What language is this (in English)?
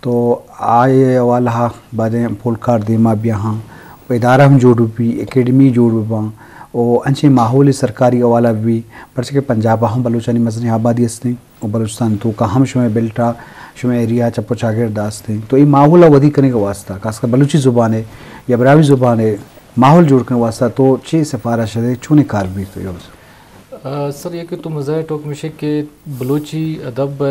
Eastern Balochi